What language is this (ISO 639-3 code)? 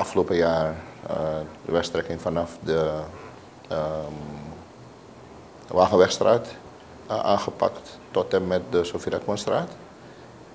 nld